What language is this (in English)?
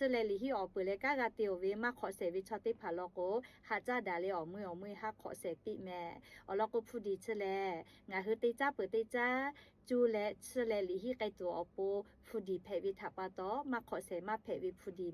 Lahu